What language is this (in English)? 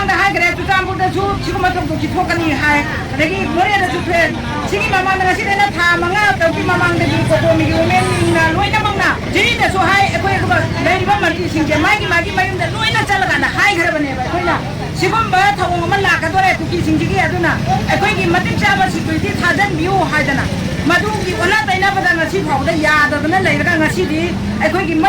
Manipuri